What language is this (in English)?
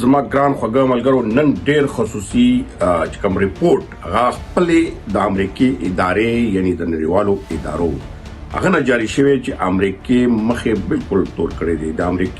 Pashto